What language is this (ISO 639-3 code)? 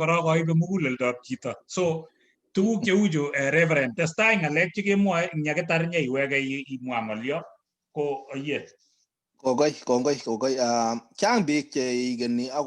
kln